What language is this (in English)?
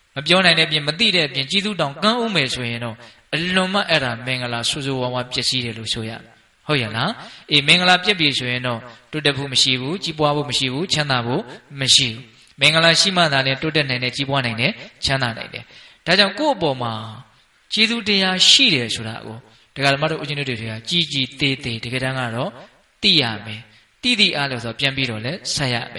Burmese